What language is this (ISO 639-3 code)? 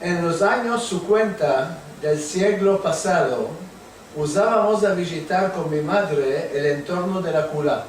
lad